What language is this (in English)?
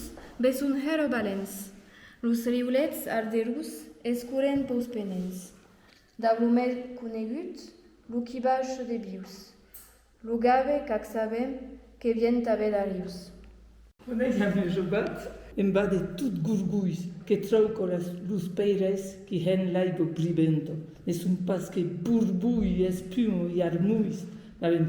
Occitan